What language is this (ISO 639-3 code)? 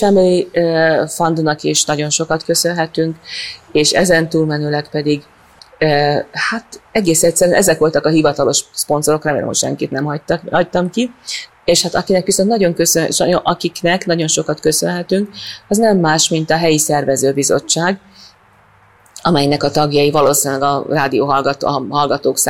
hun